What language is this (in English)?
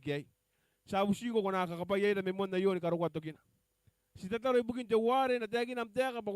Gilbertese